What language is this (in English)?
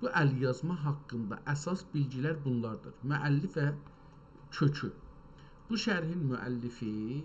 South Azerbaijani